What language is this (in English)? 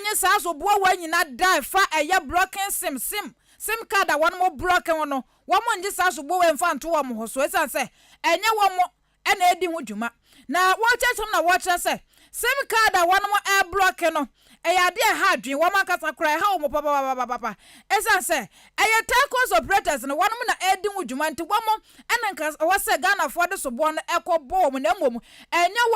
Akan